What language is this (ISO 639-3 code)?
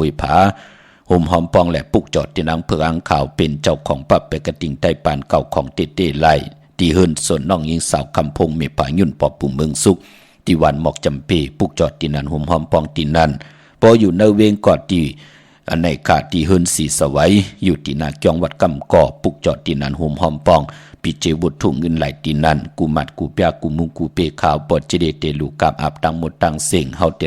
shn